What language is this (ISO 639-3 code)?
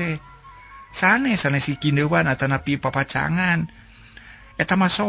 sun